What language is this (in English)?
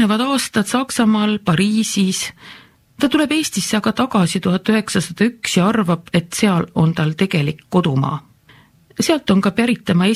Estonian